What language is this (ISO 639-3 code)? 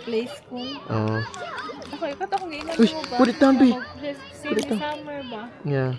ceb